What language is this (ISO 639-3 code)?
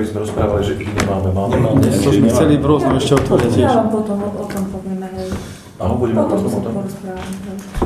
slk